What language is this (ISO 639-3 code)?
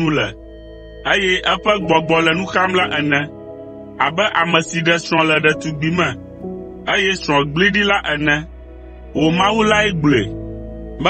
ewe